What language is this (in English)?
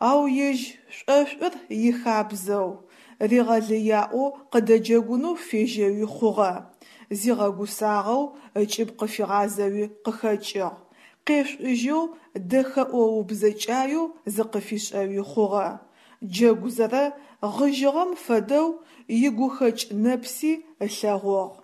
Adyghe